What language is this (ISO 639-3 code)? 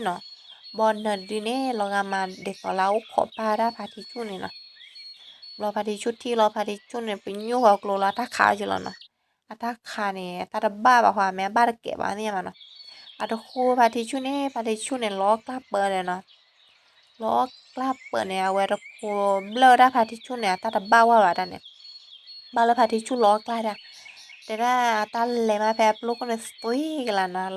ksw